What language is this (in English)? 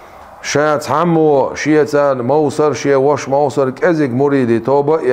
Chechen